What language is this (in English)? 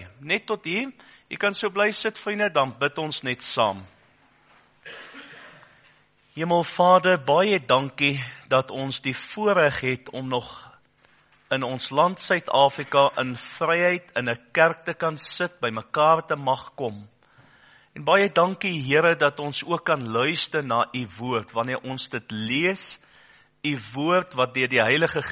Afrikaans